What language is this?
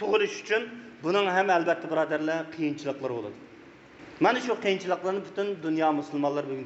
Uyghur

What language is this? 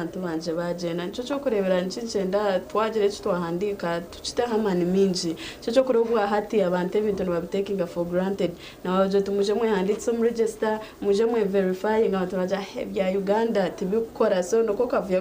Nyankole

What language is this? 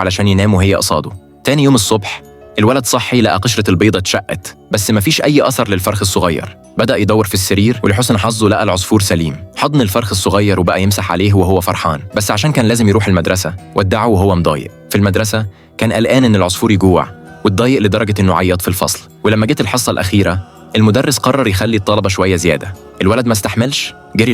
Egyptian Arabic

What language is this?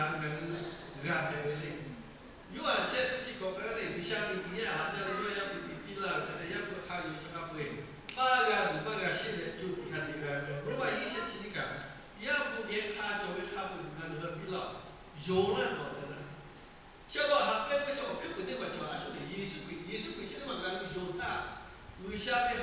Lahu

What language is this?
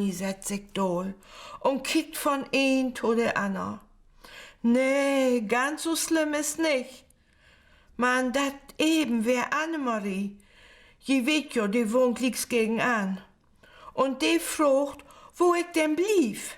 Low German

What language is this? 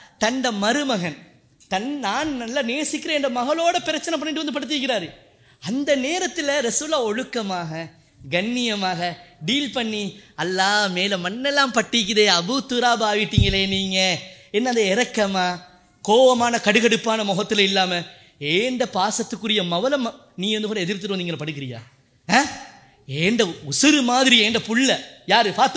Tamil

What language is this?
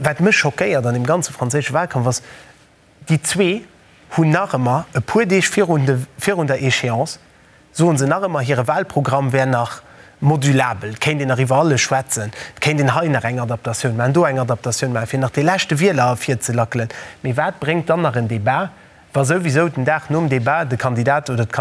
Luxembourgish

